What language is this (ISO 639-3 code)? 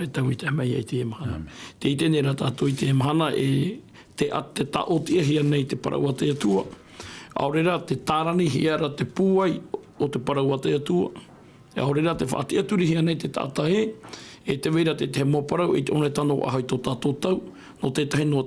tah